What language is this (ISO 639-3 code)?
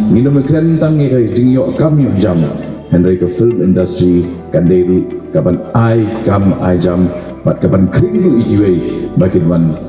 kha